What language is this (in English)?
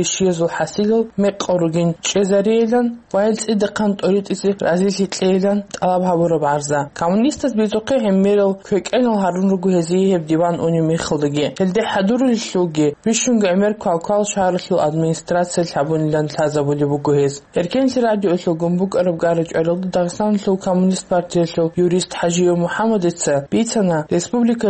Avaric